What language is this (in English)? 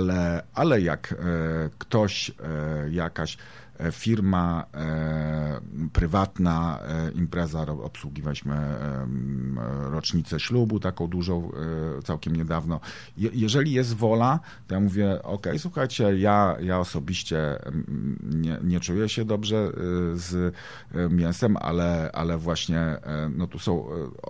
Polish